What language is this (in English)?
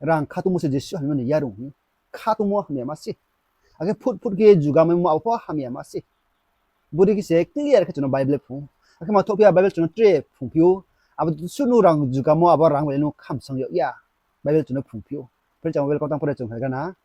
Riang (India)